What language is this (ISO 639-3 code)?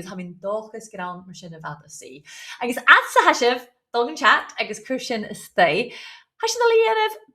gla